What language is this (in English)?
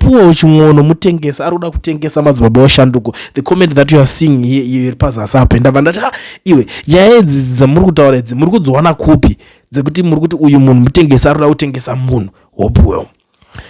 Shona